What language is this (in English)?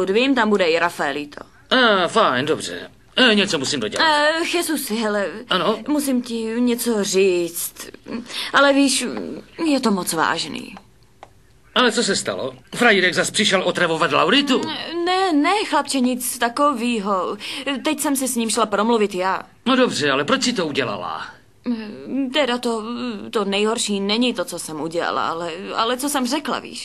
Czech